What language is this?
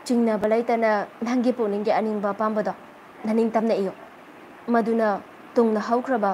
Manipuri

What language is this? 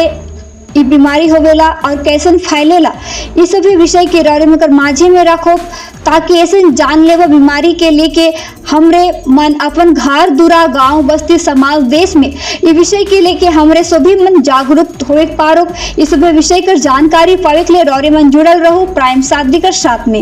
Sadri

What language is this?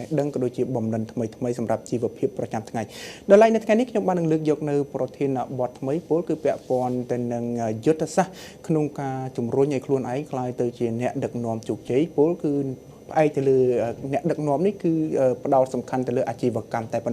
Khmer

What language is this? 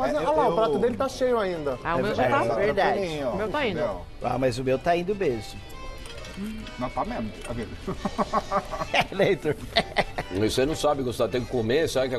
Portuguese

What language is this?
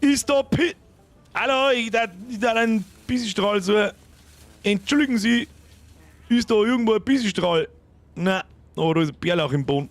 Bavarian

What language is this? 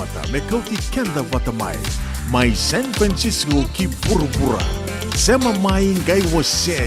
Fijian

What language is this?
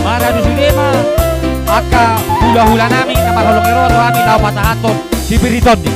Batak Toba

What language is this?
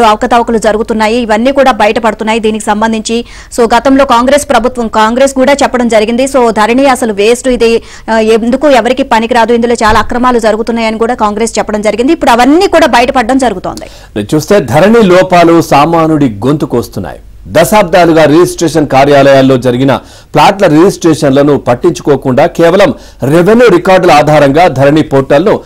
Telugu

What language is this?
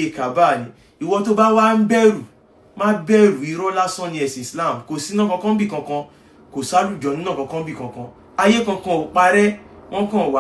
Yoruba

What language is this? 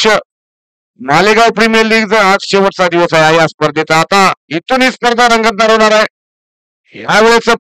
Marathi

